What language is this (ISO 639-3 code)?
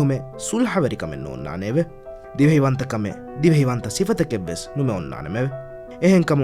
div